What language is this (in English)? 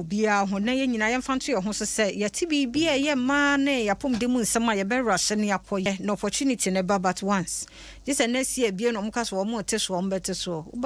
Akan